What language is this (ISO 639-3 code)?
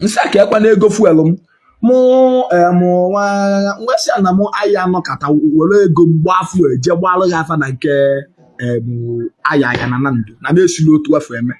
ibo